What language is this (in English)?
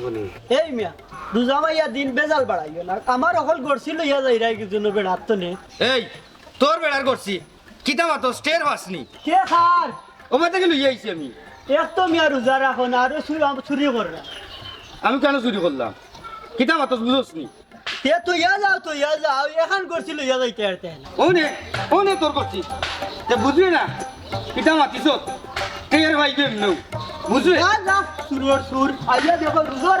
Sylheti